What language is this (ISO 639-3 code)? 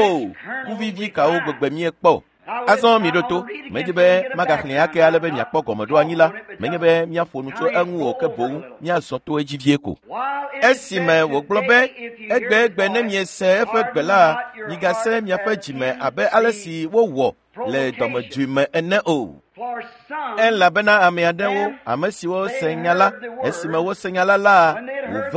ewe